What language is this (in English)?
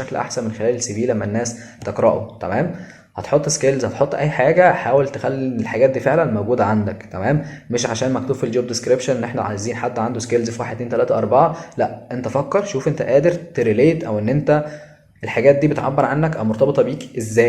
Egyptian Arabic